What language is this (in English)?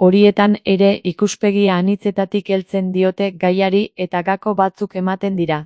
Basque